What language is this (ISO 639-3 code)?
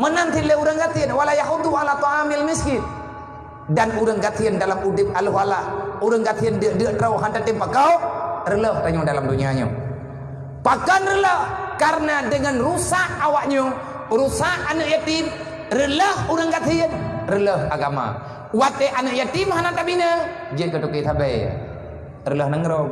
ace